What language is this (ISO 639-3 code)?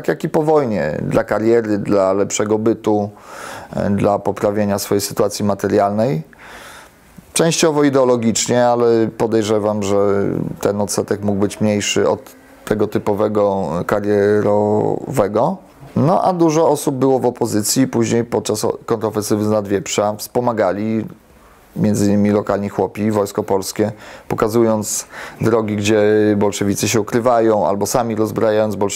pol